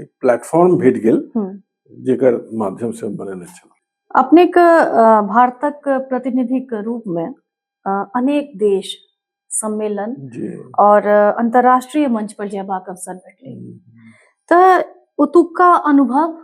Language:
Maithili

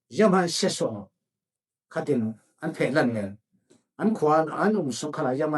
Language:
Falam Chin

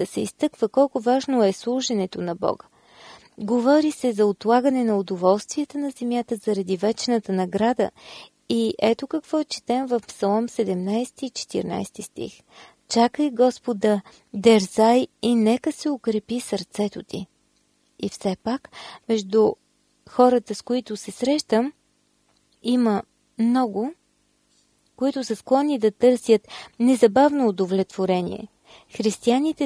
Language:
Bulgarian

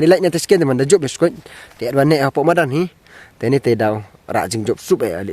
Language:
Pnar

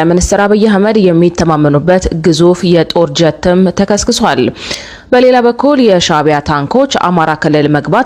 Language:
Amharic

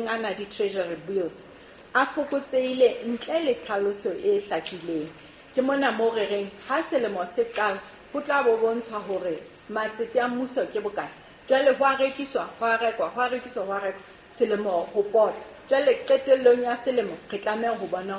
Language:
Southern Sotho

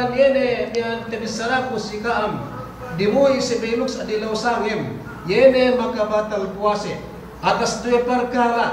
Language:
Yakan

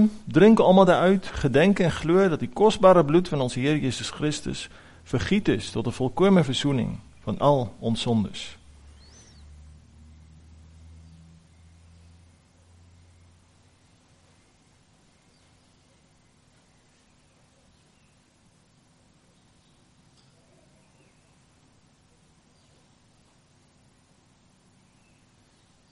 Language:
Afrikaans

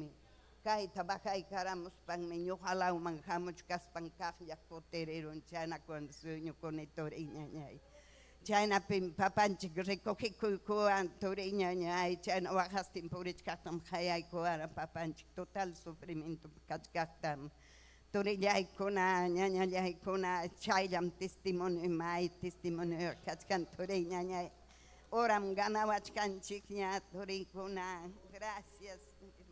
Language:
Ayacucho Quechua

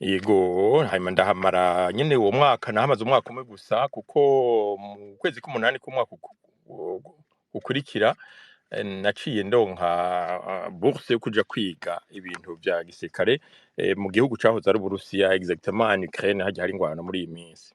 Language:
Rundi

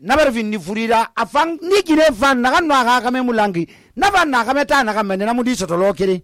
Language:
Susu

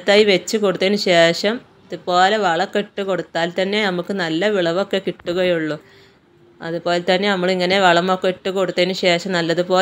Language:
Malayalam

